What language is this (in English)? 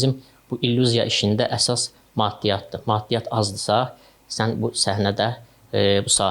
Azerbaijani